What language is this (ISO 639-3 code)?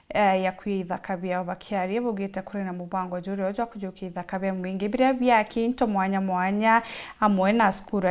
mer